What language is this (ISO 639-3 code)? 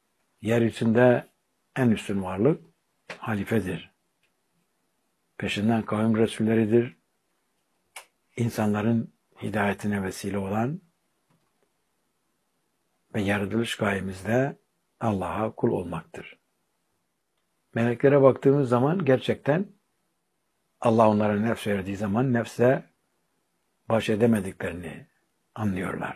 tur